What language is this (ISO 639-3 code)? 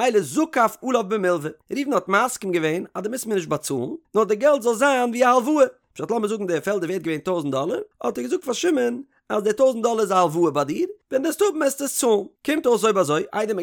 yid